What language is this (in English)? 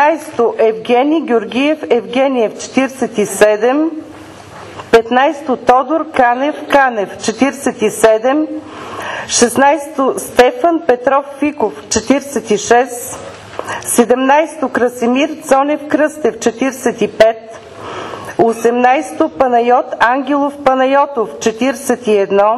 Bulgarian